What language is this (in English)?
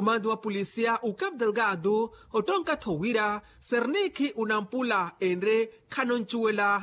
Makhuwa